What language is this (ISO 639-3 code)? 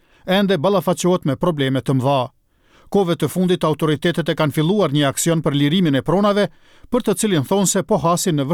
sqi